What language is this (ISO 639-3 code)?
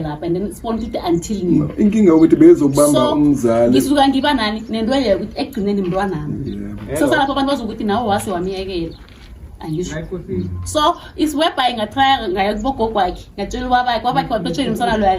zul